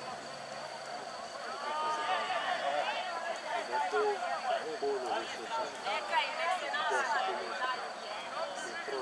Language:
Croatian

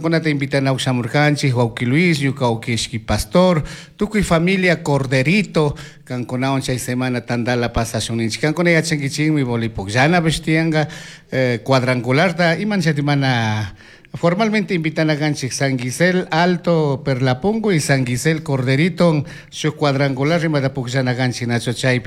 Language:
Chimborazo Highland Quichua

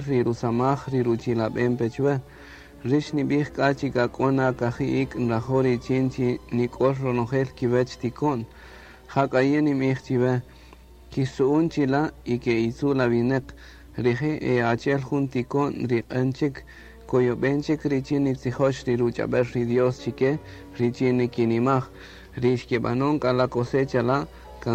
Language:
Kaqchikel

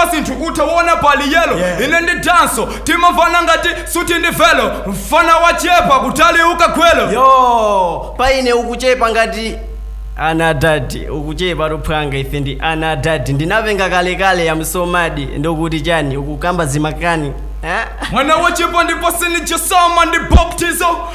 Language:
Nyanja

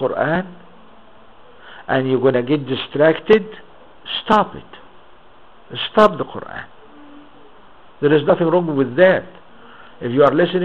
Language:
English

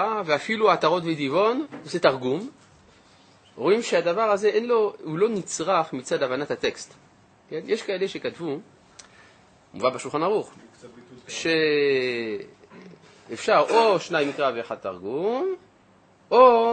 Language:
Hebrew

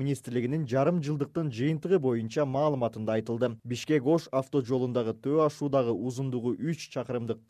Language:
Kyrgyz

